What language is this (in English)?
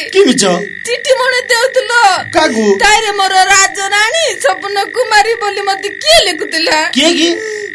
Odia